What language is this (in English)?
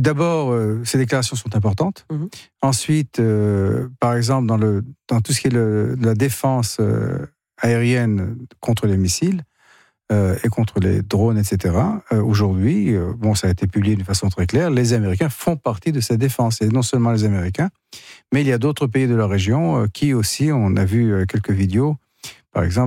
French